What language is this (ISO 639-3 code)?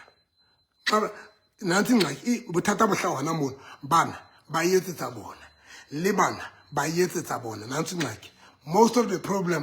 sot